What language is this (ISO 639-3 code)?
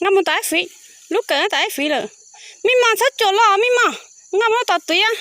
hmn